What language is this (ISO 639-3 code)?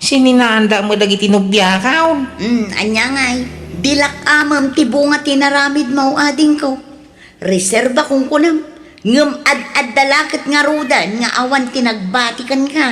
ilo